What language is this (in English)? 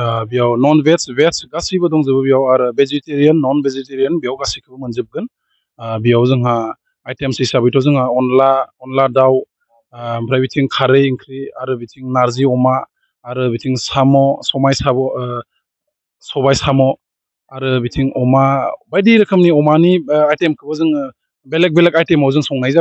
Bodo